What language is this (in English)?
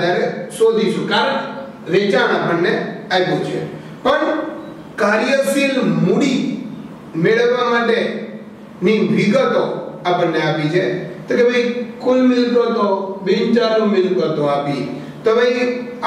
Gujarati